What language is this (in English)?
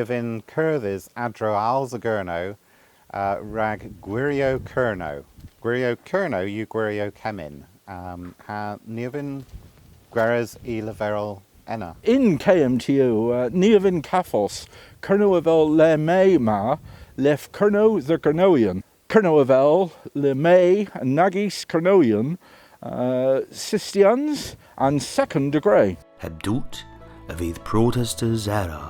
Cornish